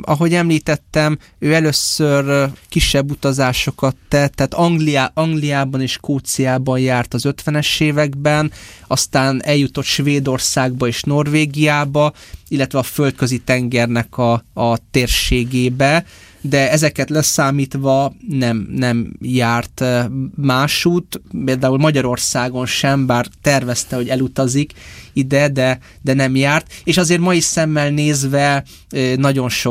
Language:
Hungarian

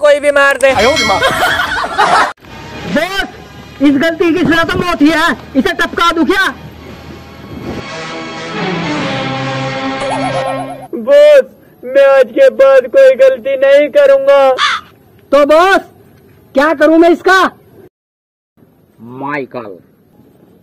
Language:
Hindi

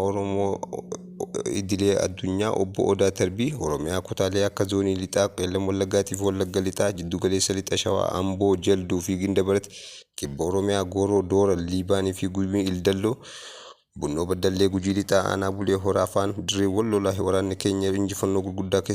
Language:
Oromo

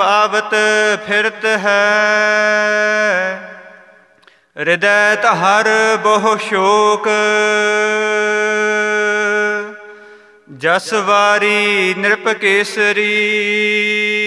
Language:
Punjabi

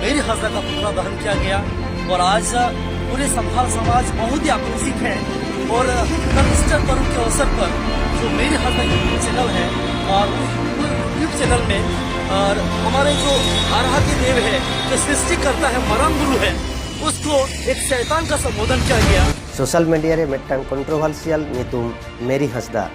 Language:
Santali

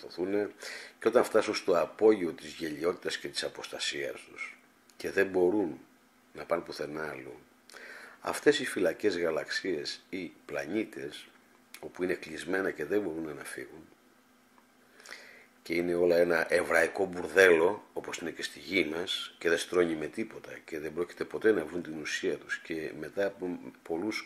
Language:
Greek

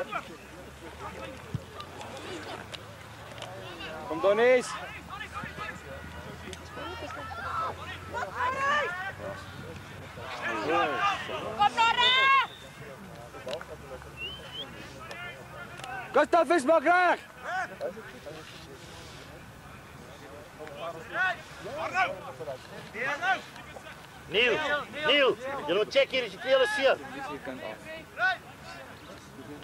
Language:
Afrikaans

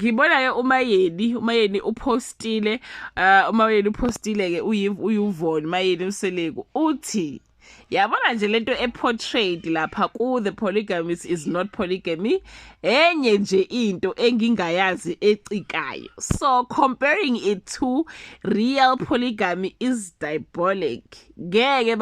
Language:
Zulu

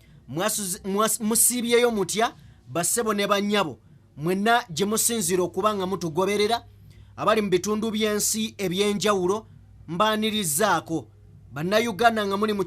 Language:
Ganda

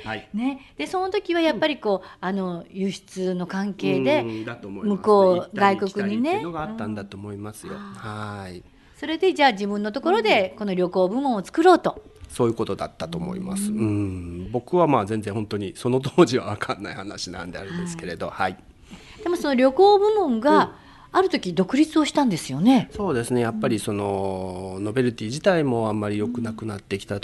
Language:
Japanese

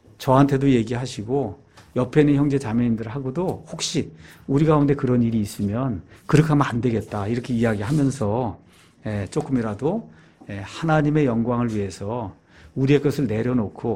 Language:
Korean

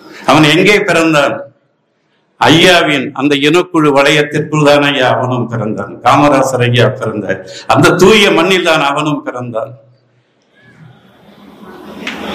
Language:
Tamil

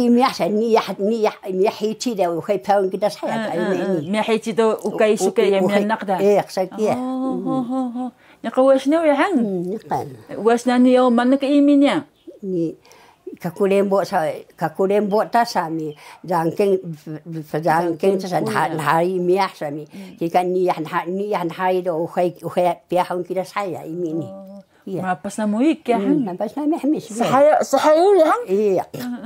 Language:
Taroko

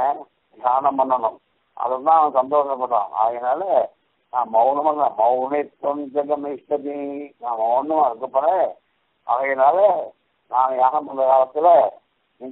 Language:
Tamil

